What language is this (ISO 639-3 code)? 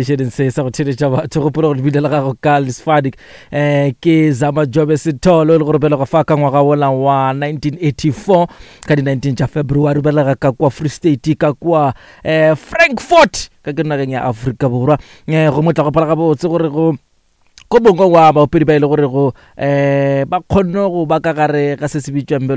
nso